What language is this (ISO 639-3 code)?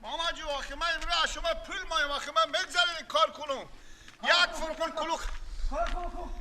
fas